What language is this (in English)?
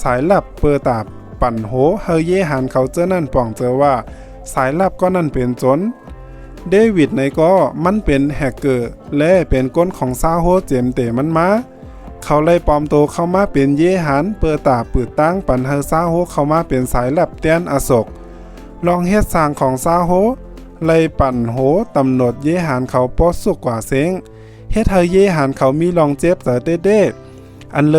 Shan